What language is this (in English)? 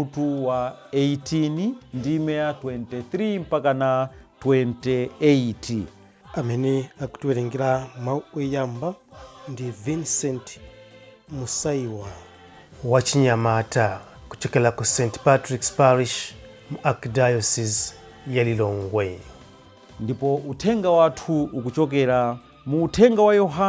Nyanja